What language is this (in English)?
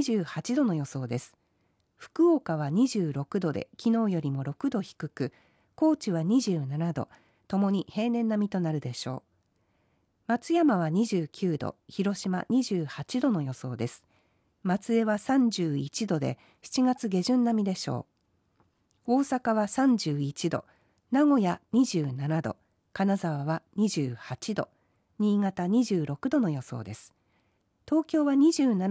Japanese